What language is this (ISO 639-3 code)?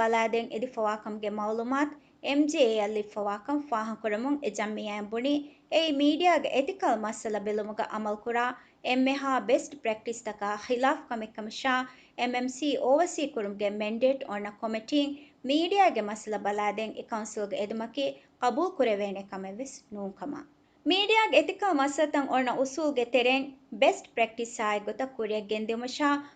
div